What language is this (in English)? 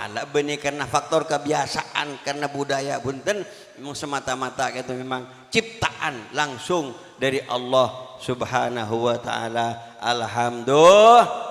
Madurese